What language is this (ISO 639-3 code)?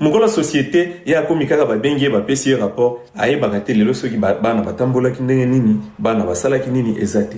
lin